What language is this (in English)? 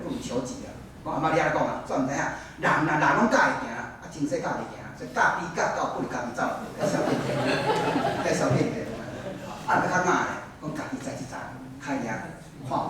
Min Nan Chinese